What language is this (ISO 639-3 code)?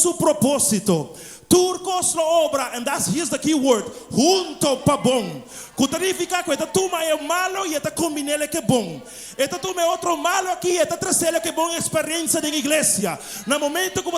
pap